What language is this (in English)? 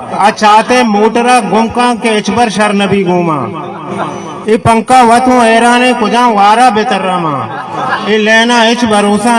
Eastern Balochi